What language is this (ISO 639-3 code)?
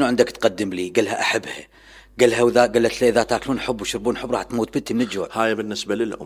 acm